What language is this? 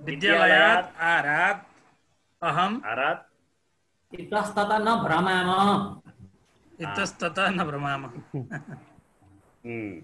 Sanskrit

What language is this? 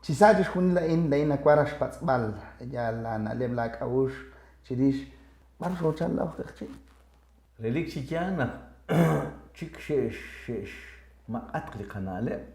Kekchí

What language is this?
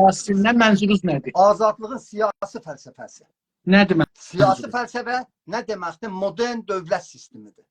South Azerbaijani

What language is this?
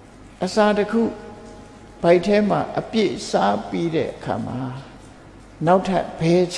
Burmese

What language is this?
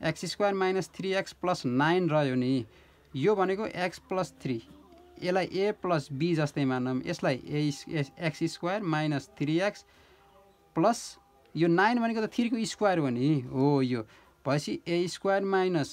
Nepali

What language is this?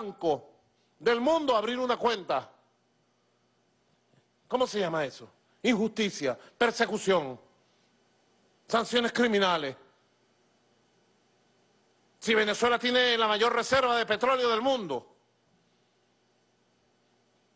Spanish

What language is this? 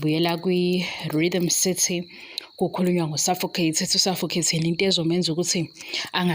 Zulu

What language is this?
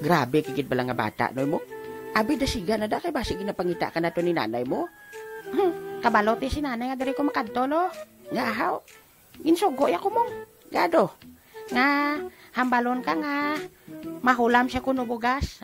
Hiligaynon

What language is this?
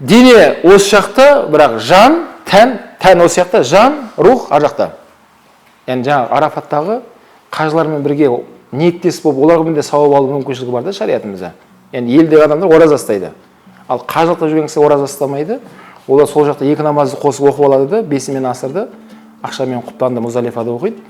Kazakh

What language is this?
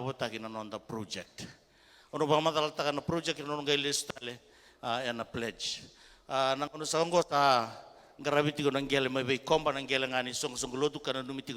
Fijian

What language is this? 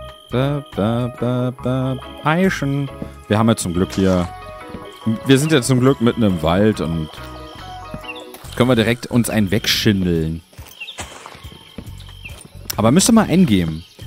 German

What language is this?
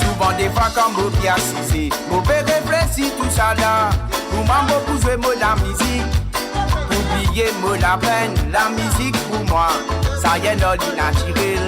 Morisyen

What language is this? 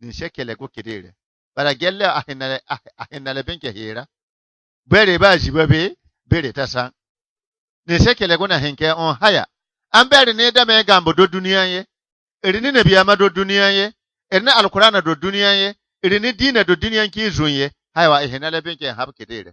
Bissa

